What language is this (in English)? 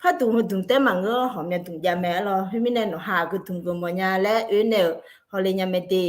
Akha